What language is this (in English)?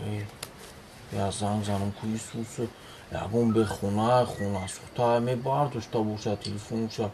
Tajik